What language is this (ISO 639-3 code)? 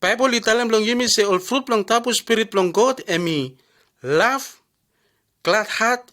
bis